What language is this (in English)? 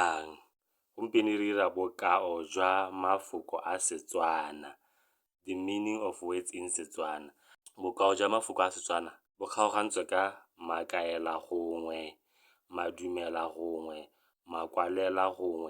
Tswana